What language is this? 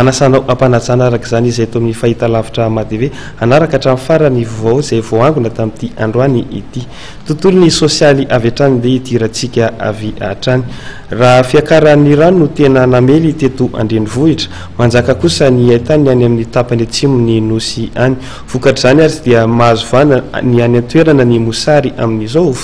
Malagasy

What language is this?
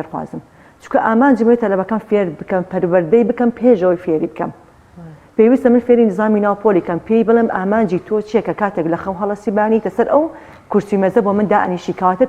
Central Kurdish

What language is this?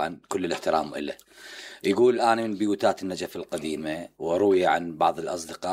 Mesopotamian Arabic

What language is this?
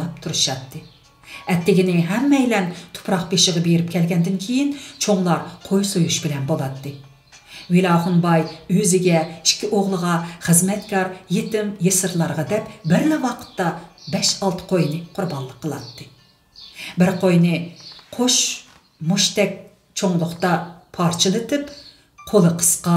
Uyghur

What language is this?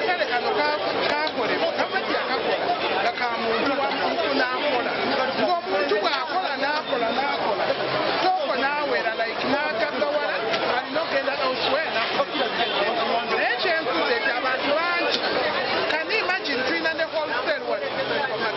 Nyankole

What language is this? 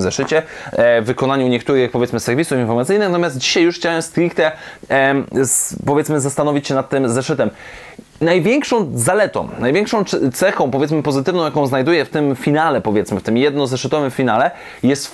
Polish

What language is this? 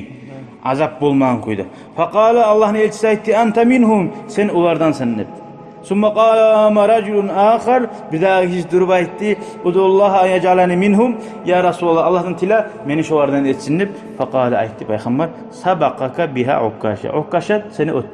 Kumyk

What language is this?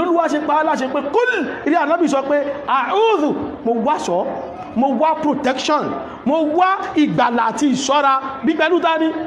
Yoruba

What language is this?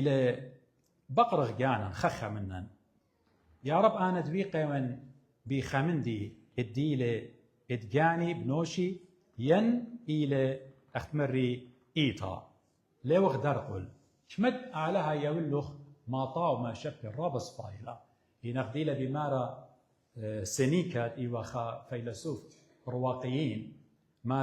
Assyrian Neo-Aramaic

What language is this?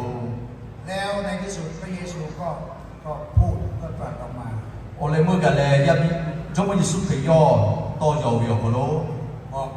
Lahu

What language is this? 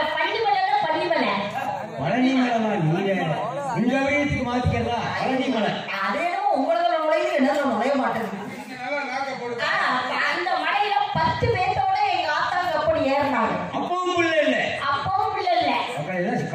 Tamil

